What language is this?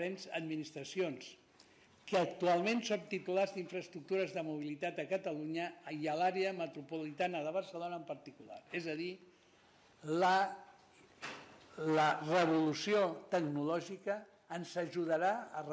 Catalan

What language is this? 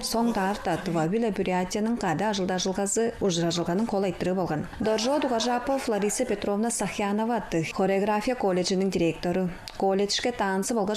Tuvinian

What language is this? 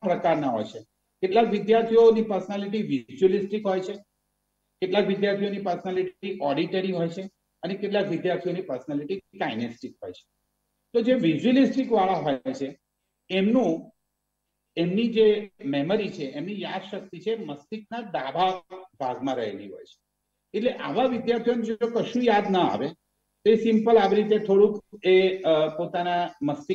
Gujarati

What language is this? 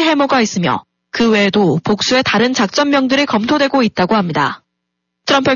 Korean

